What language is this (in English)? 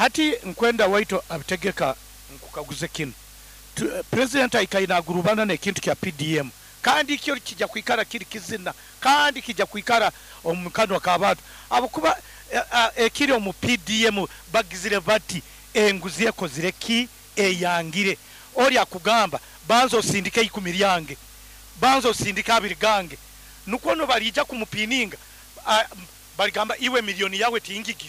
Nyoro